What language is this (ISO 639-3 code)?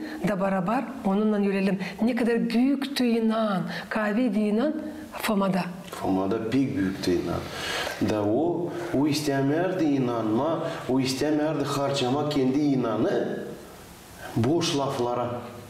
gag